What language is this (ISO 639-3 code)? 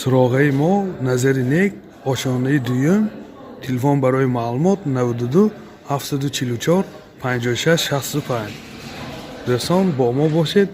tgk